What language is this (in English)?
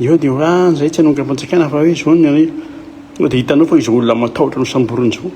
Malagasy